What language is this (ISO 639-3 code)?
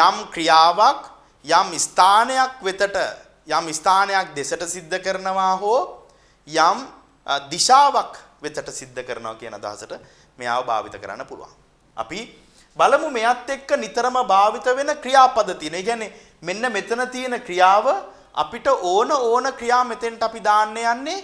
sin